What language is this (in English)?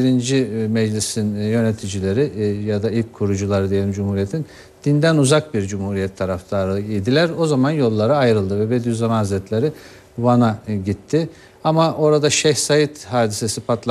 Turkish